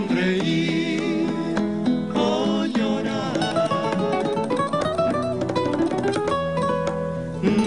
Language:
Spanish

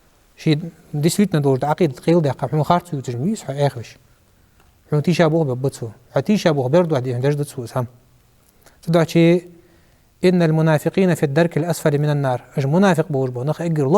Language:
Ingush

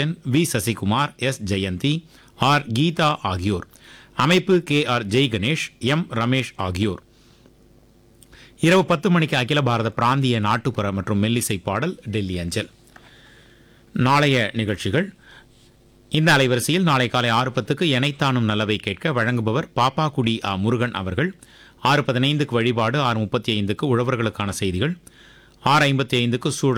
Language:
Tamil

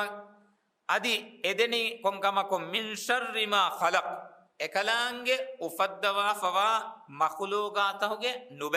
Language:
Divehi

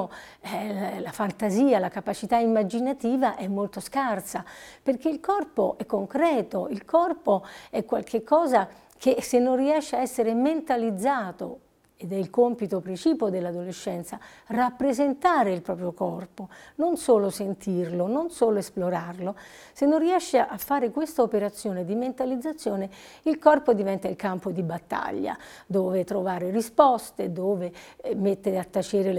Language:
Italian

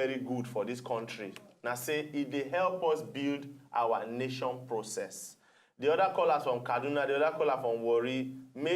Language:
Nigerian Pidgin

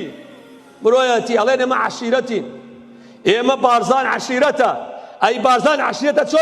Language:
Central Kurdish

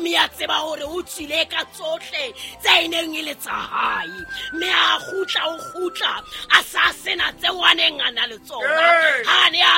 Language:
Southern Sotho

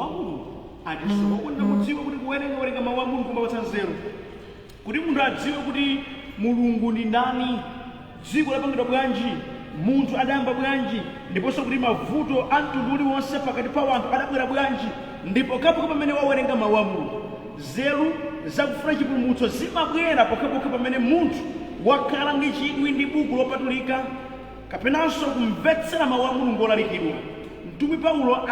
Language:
Nyanja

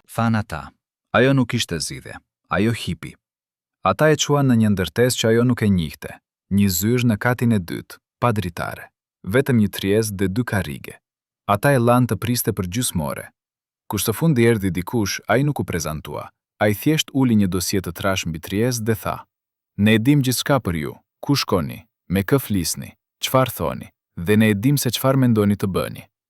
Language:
Albanian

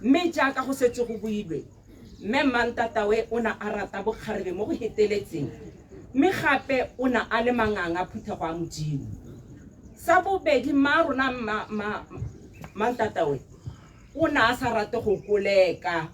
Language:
Tswana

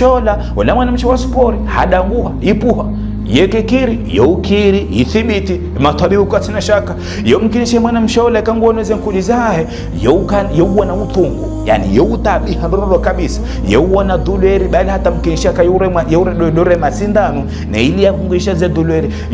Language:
Ngazidja Comorian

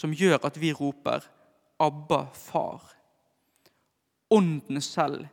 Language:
Norwegian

